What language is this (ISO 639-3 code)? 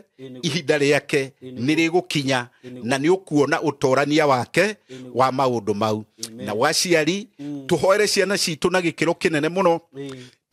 kik